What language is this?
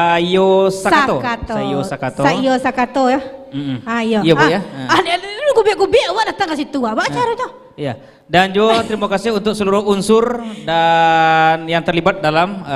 Minangkabau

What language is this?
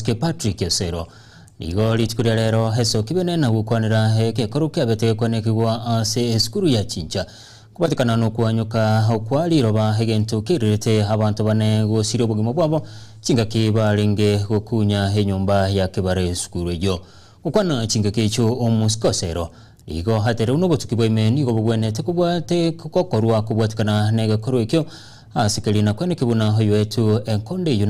Gusii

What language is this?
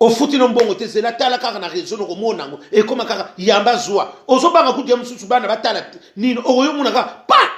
Lingala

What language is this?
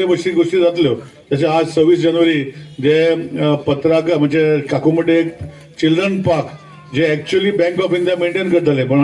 Konkani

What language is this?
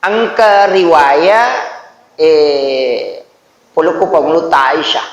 Buginese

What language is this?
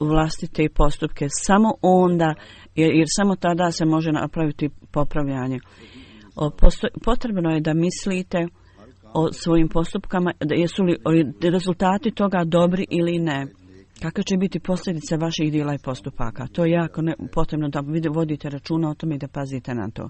Bosnian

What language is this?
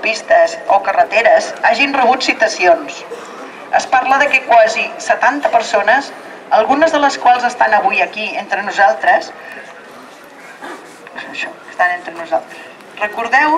Catalan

